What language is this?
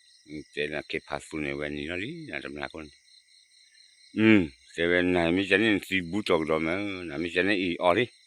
S'gaw Karen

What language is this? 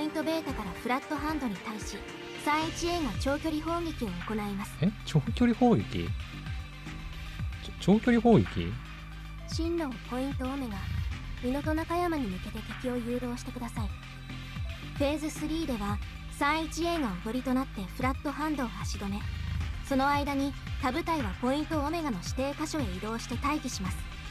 Japanese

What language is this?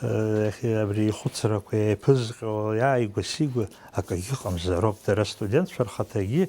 Abkhazian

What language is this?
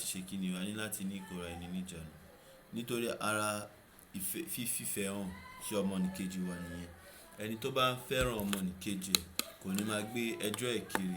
Yoruba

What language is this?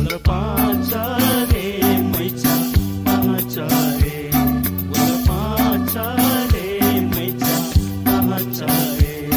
Newari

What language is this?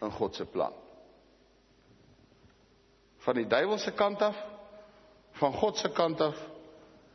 Afrikaans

